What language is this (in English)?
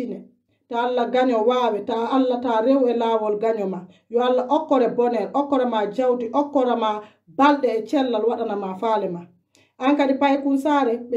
Pular